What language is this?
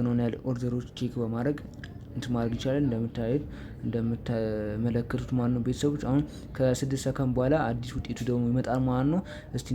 Amharic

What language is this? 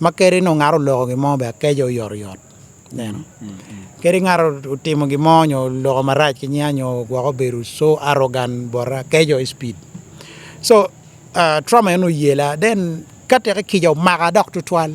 Acoli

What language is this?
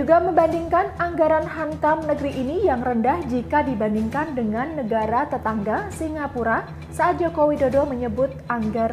Indonesian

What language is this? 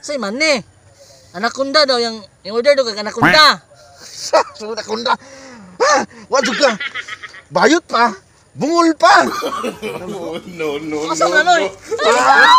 Cebuano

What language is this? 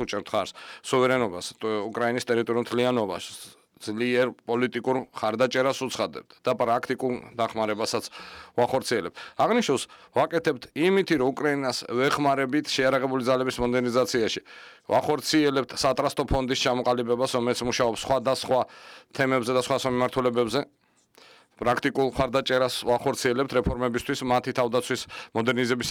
Georgian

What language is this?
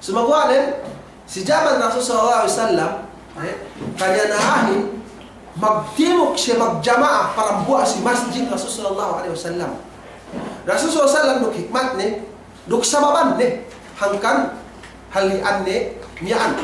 Yakan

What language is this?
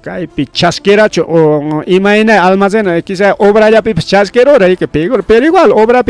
Ayacucho Quechua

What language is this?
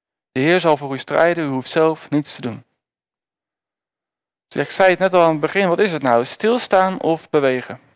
Dutch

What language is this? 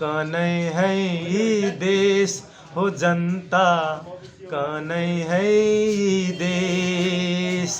Magahi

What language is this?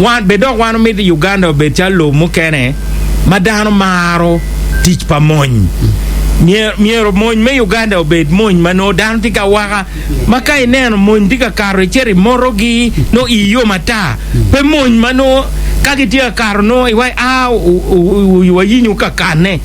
Acoli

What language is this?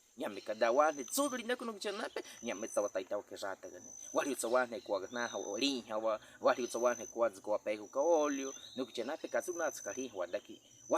Baniwa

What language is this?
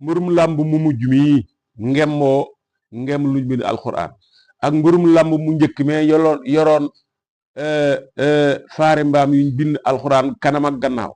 Wolof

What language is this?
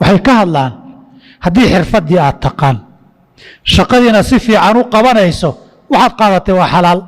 Somali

